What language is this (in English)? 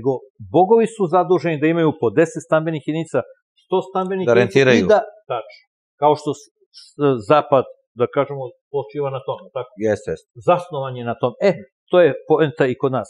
Serbian